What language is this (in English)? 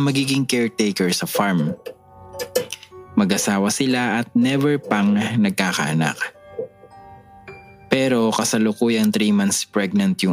Filipino